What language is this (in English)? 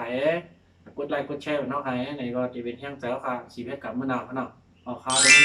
Shan